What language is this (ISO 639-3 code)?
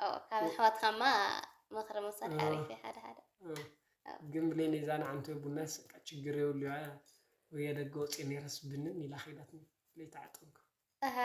tir